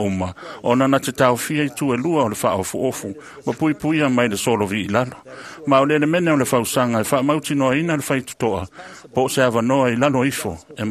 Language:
Samoan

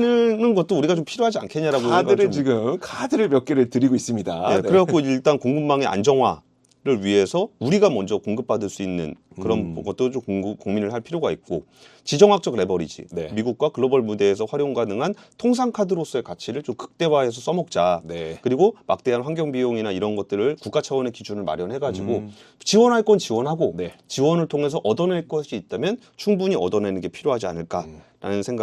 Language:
Korean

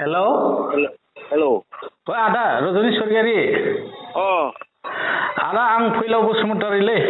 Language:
Bodo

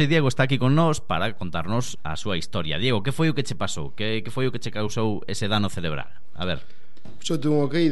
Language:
Galician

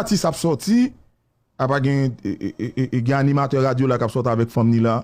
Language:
Haitian Creole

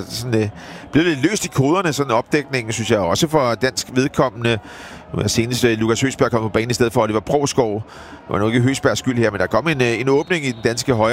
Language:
Danish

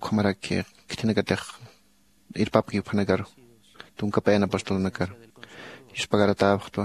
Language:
Aymara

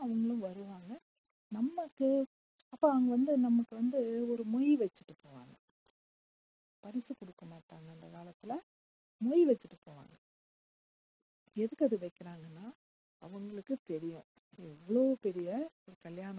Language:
Tamil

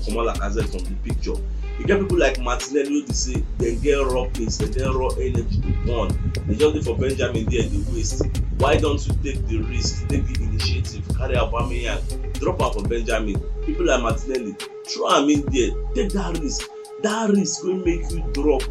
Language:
Nigerian Pidgin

